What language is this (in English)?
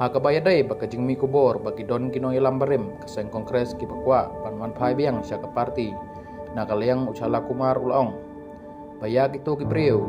Khasi